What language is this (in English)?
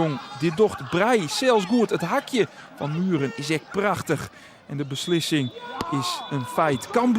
Western Frisian